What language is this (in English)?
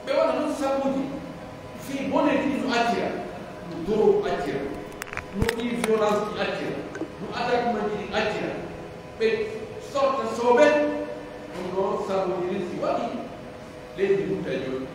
Pular